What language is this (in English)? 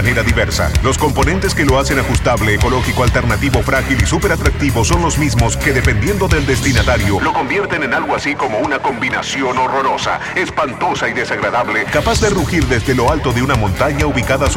Spanish